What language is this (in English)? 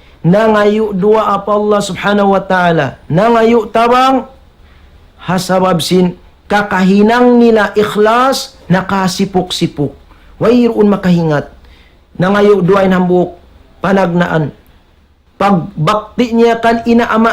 Tausug